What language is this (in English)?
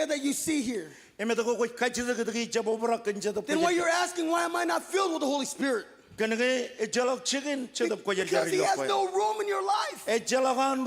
Marshallese